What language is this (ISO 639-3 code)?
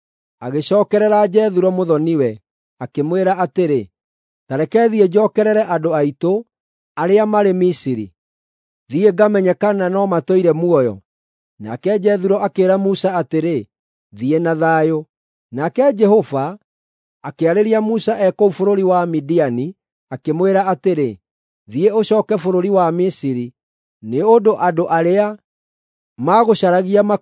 kik